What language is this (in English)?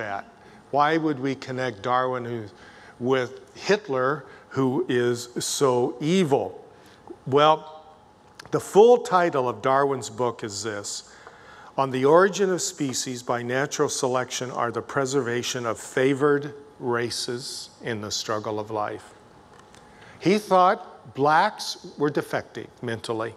English